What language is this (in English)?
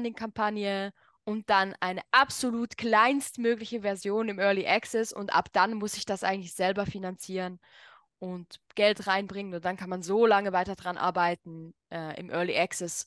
German